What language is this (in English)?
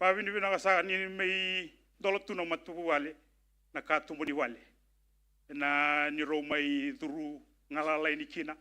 Fijian